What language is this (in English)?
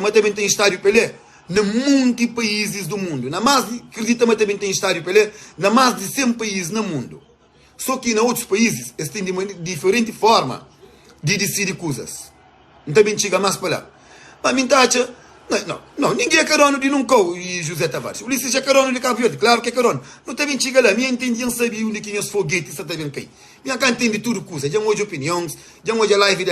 Kabuverdianu